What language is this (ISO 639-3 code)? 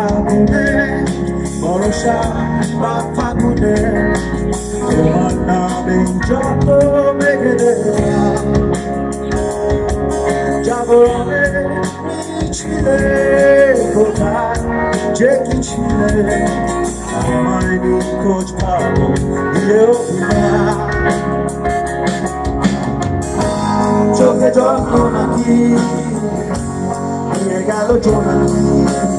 ben